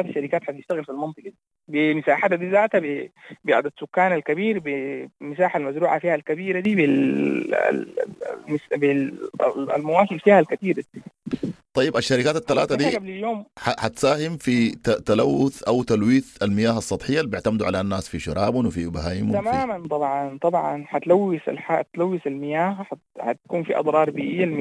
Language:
Sudanese Arabic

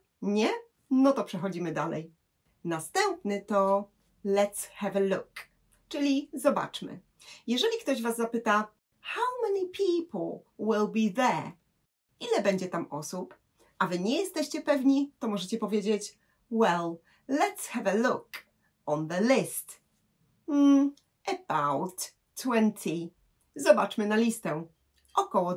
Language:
Polish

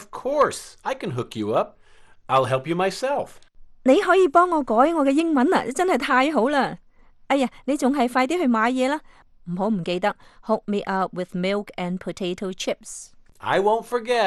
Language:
Cantonese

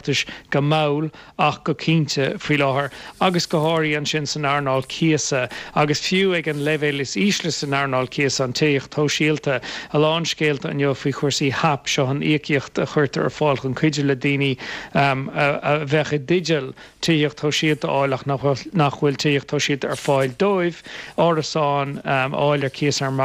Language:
Irish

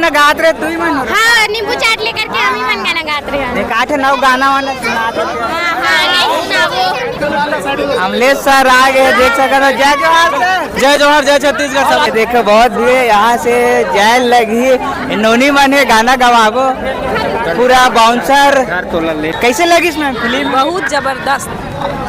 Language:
Chhattisgarhi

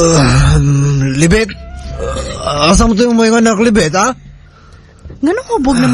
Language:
Filipino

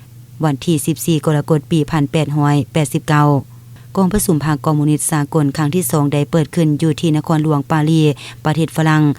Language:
Lao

